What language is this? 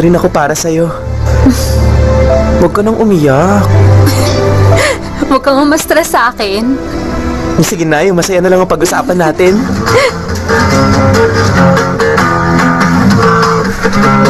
Filipino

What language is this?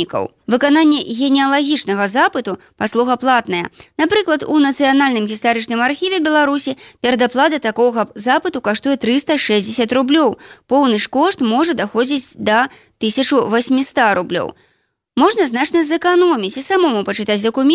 Belarusian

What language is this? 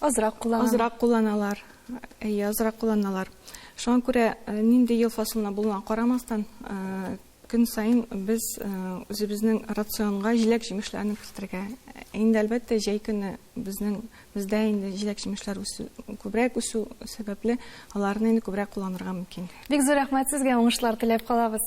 Tatar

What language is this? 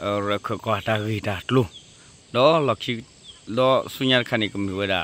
S'gaw Karen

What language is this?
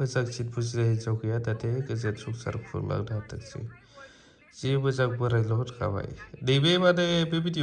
Bodo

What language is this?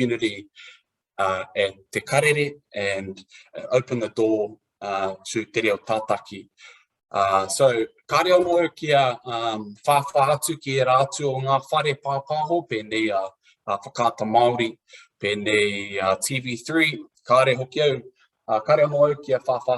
Māori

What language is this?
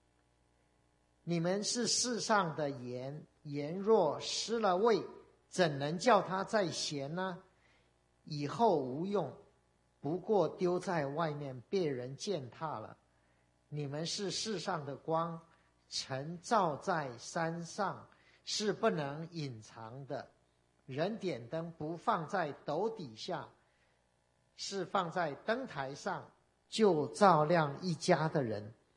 Chinese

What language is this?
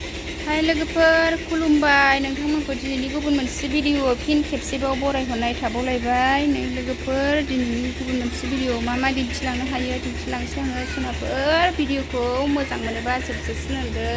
Bodo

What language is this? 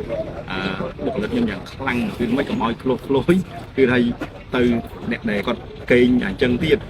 Khmer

